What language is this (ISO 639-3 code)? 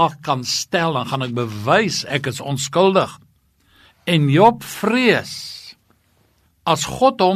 afr